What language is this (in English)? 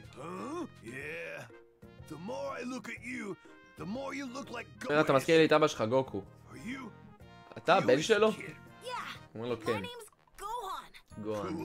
Hebrew